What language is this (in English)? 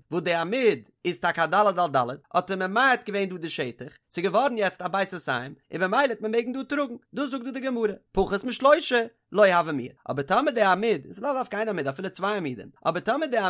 Yiddish